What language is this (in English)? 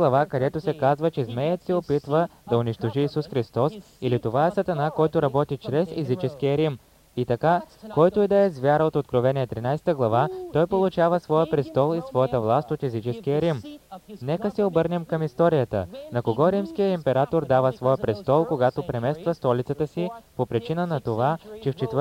Bulgarian